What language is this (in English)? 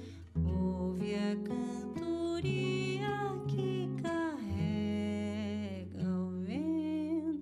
Portuguese